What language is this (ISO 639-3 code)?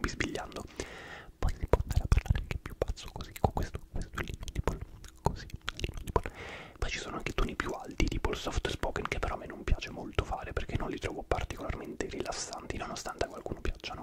ita